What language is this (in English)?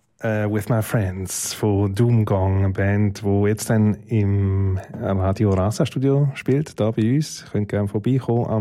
German